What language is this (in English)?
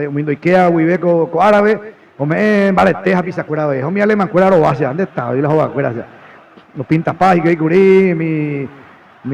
Guarani